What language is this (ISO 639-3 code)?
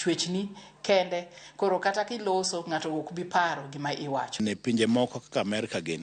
luo